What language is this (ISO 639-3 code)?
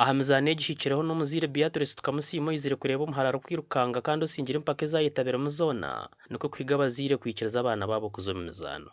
nyn